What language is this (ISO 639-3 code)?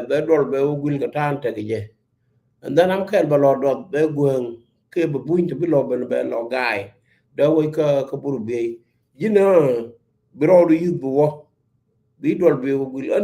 nus